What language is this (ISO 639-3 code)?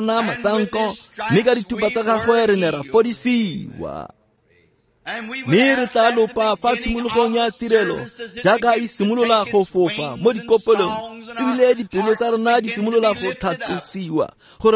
tsn